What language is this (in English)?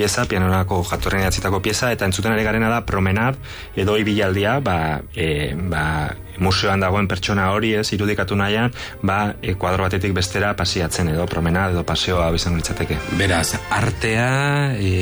Basque